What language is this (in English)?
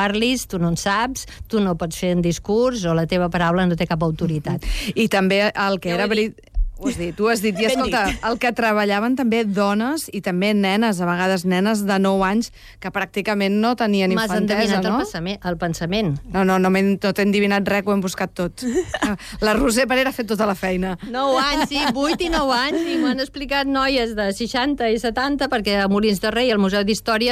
Catalan